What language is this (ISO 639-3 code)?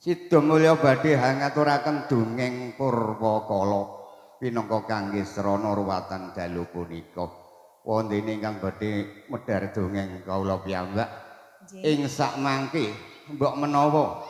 jav